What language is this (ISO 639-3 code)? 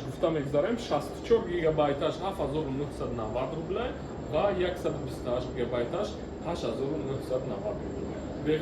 tgk